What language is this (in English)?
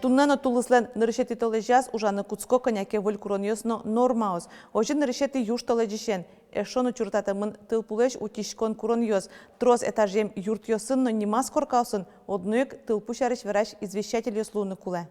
Udmurt